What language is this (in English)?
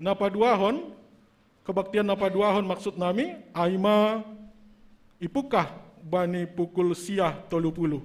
Batak Simalungun